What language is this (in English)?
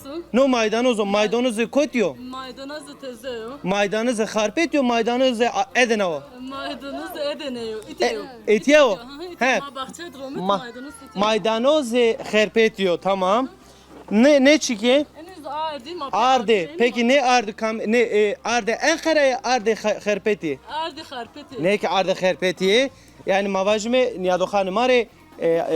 Zaza